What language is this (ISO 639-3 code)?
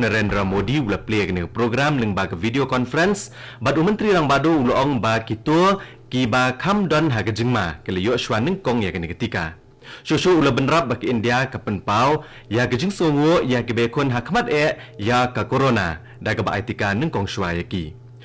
kha